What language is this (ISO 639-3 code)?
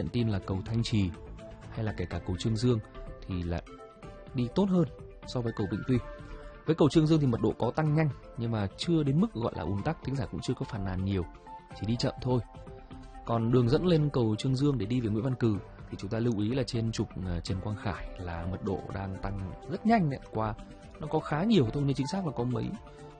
vie